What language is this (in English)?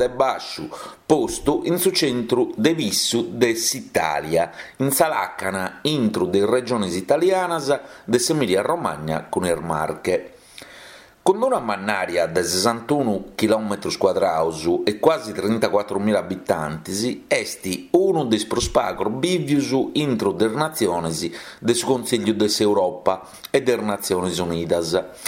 Sardinian